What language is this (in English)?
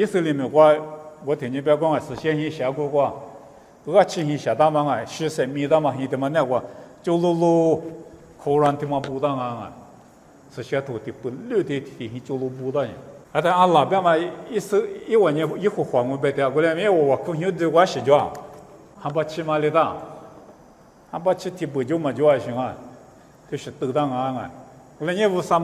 Lisu